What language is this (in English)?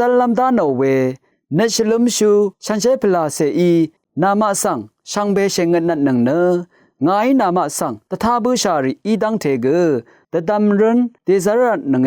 Rawang